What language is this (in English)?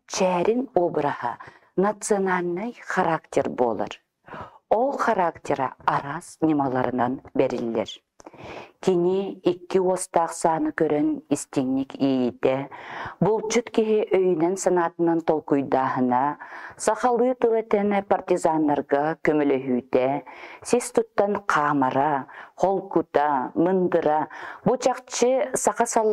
Yakut